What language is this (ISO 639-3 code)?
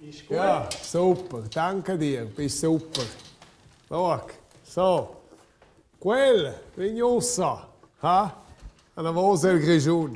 roh